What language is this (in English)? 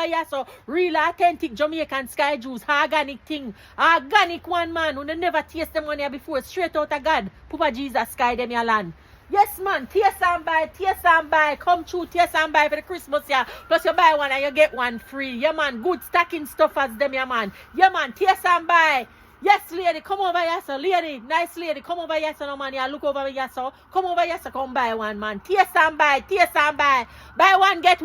Jamaican Creole English